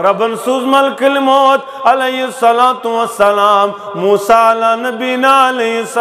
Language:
Kashmiri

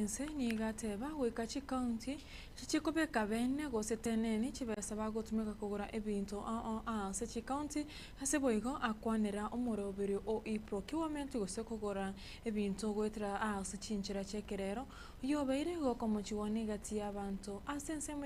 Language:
Gusii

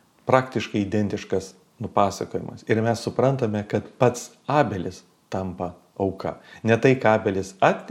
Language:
Lithuanian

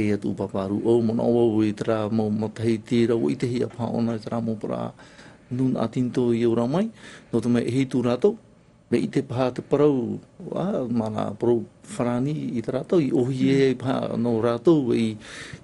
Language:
Tahitian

